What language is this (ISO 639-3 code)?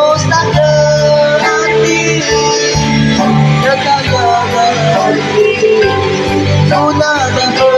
msa